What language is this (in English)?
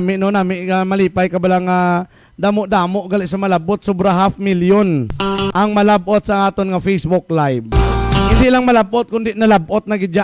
Hiligaynon